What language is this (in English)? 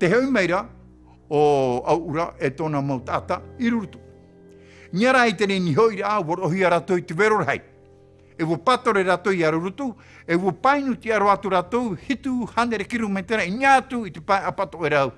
Tahitian